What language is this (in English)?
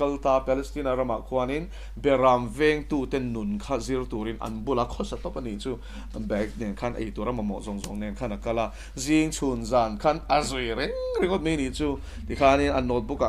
Mizo